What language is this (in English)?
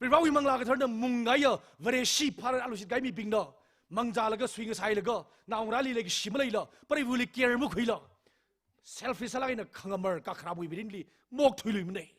Tangkhul Naga (India)